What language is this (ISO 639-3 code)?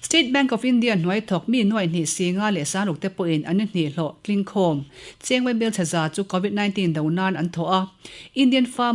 lus